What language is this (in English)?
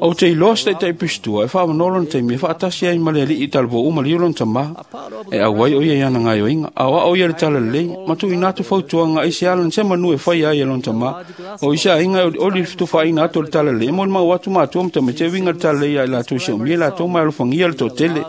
Samoan